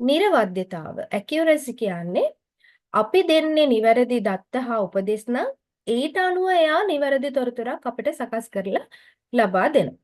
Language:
Sinhala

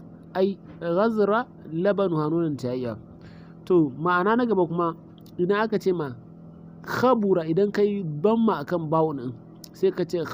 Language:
Hausa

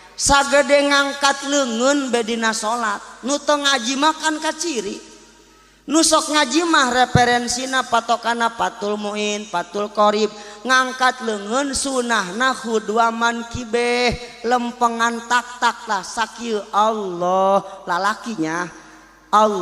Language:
Sundanese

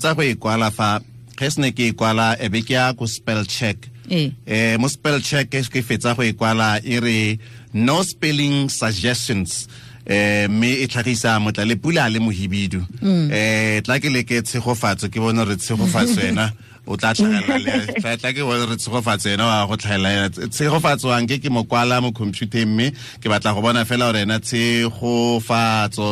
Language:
Tswana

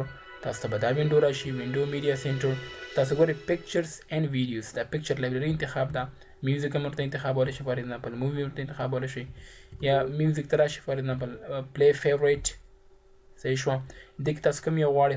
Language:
Pashto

